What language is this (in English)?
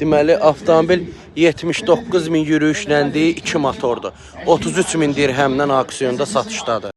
Azerbaijani